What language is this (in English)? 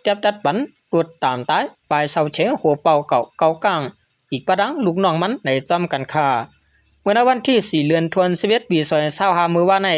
Shan